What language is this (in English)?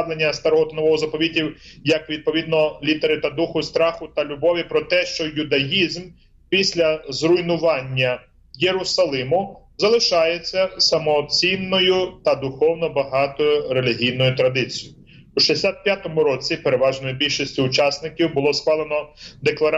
Ukrainian